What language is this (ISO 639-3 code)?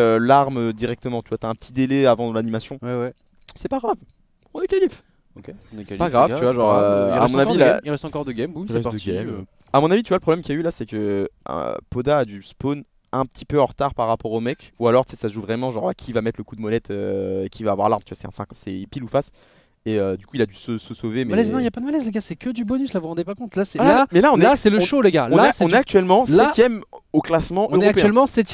fra